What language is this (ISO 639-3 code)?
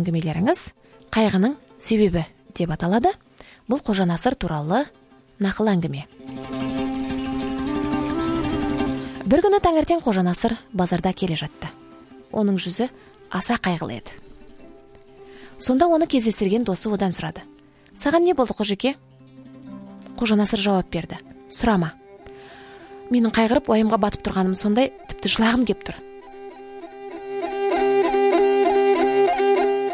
kaz